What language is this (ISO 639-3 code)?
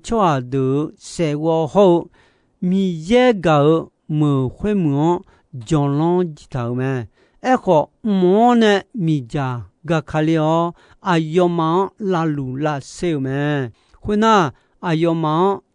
ahk